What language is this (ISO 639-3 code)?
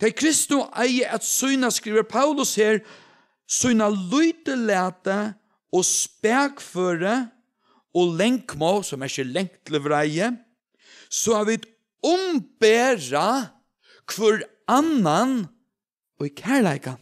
fao